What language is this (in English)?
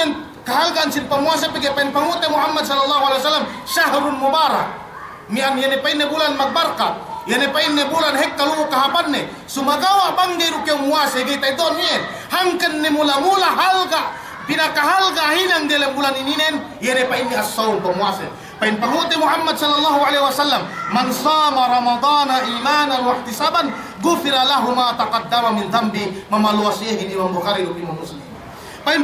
Yakan